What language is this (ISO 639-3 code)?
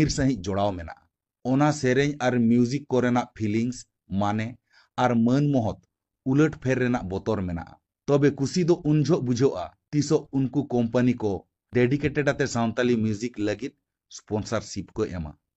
sat